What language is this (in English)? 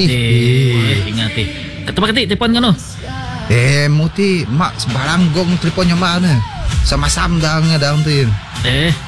Malay